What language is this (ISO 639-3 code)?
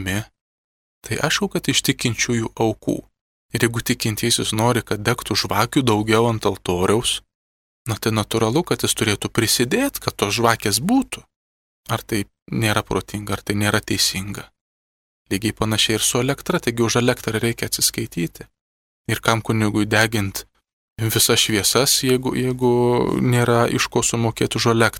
lit